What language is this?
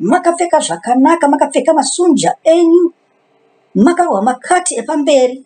Shona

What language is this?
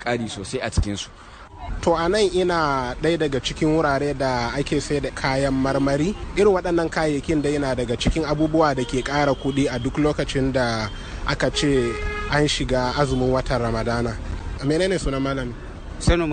Hausa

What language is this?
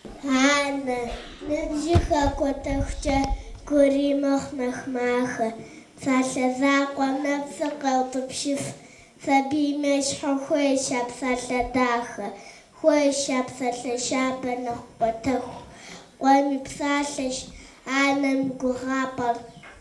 Kabardian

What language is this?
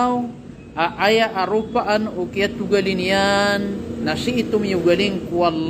Maranao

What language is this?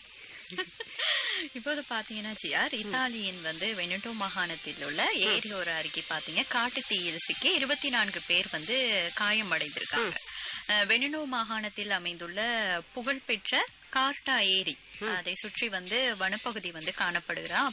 Tamil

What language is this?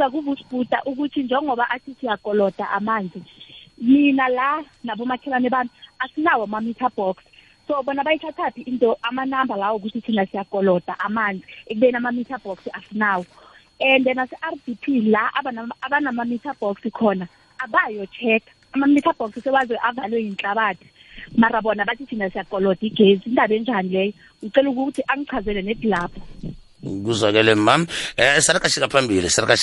South Ndebele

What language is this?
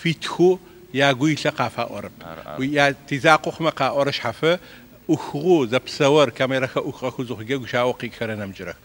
Adyghe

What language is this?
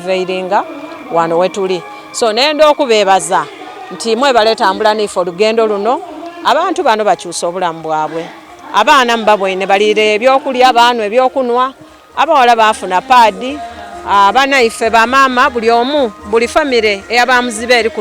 Soga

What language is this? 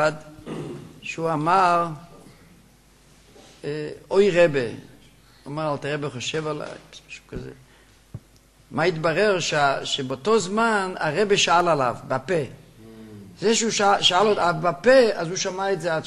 Hebrew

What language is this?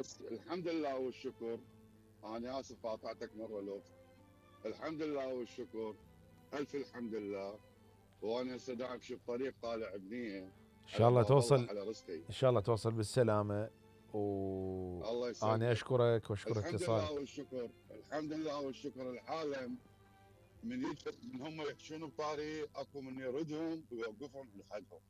Mesopotamian Arabic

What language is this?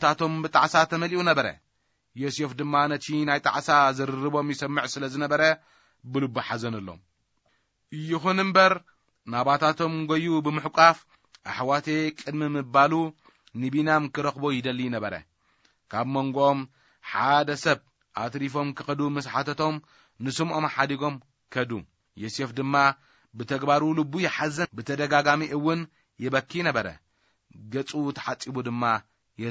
Tigrinya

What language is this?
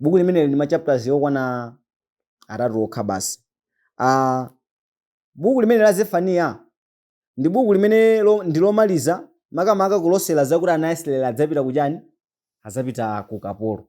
Nyanja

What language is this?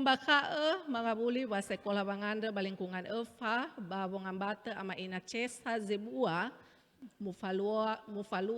Nias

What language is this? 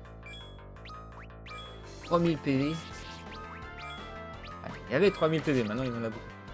French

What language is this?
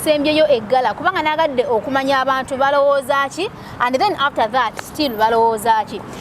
Ganda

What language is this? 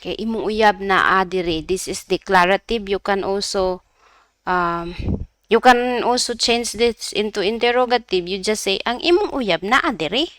Cebuano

